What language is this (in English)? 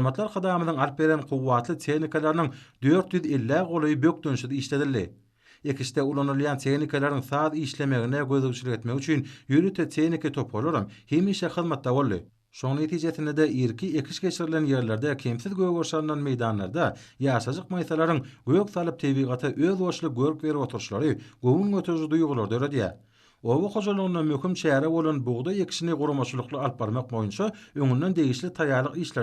Turkmen